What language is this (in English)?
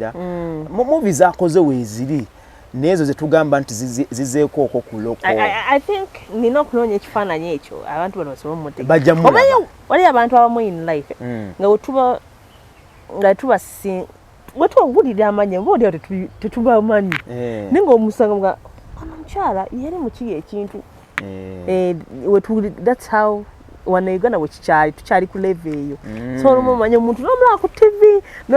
Ganda